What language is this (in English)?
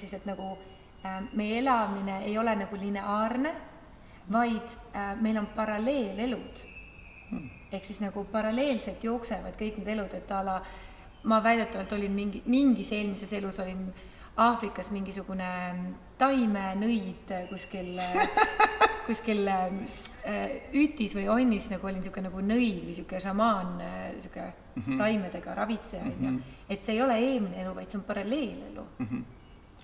Estonian